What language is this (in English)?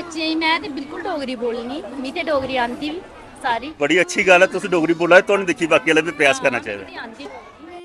Dogri